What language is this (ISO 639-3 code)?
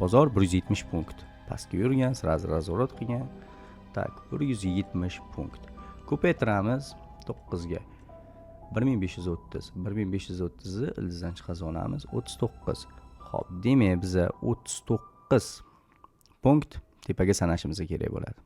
uzb